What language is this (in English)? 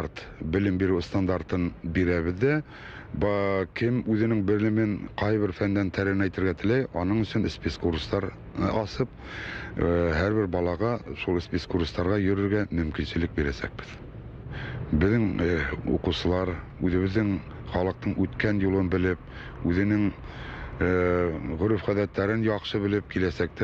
Bashkir